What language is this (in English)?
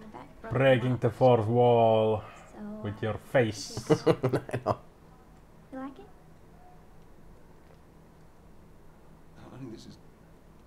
Finnish